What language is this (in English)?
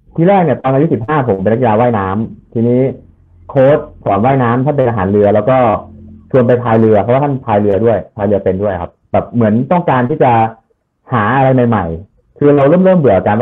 Thai